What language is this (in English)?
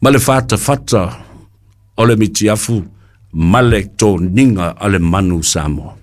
Samoan